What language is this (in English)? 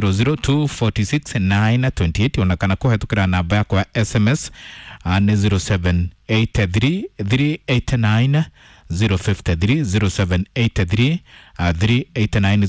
Kikuyu